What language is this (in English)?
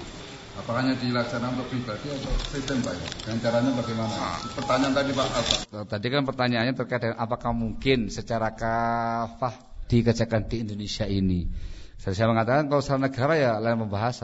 Indonesian